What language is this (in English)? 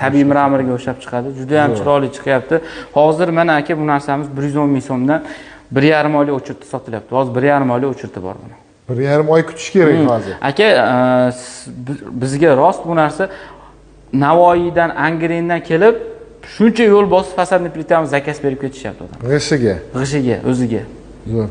Uzbek